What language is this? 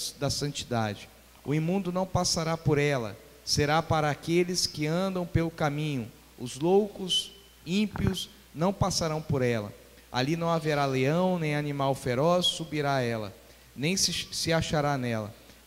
Portuguese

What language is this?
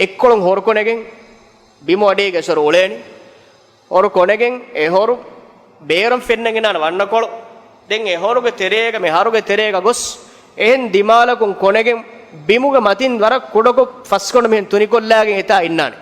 Divehi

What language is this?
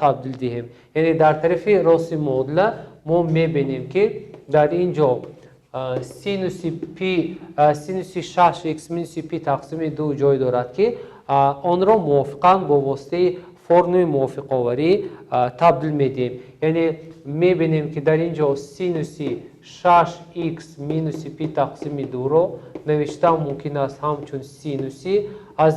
Tajik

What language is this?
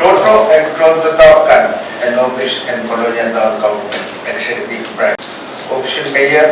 Pohnpeian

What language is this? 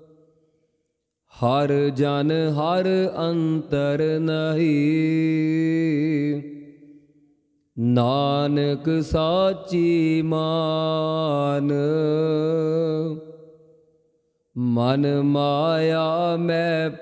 Punjabi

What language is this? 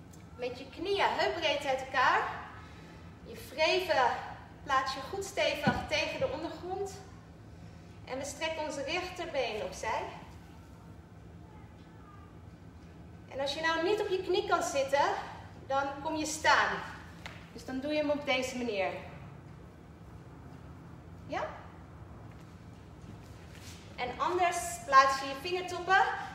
Dutch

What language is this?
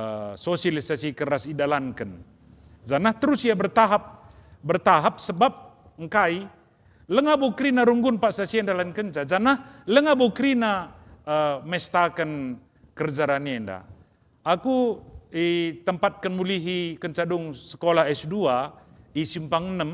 Batak Karo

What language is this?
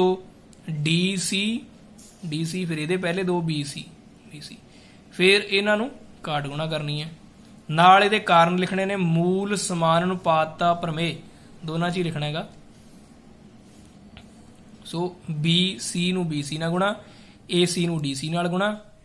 Punjabi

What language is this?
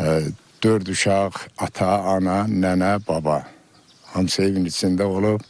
Azerbaijani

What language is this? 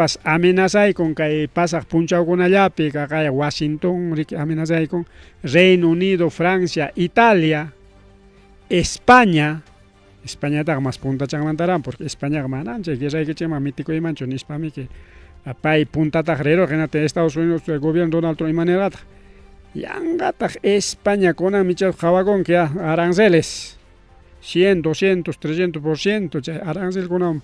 Ayacucho Quechua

